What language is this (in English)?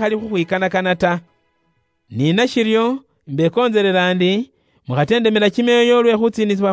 Luyia